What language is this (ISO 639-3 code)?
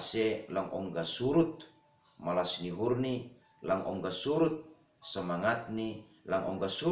bts